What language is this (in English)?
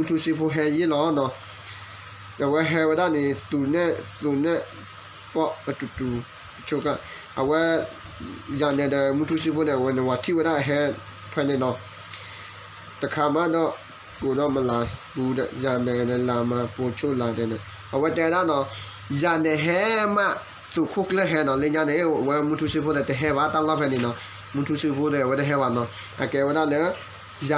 S'gaw Karen